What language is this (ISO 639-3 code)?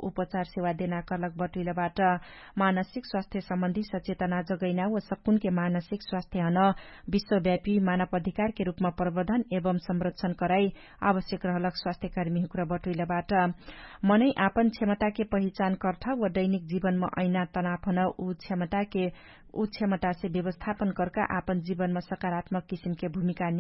thl